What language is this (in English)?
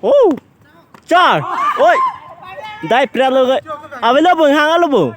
Karbi